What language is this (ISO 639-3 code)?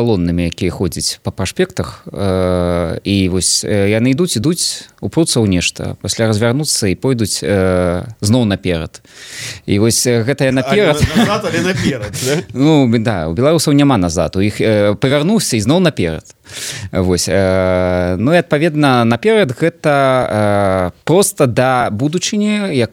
bel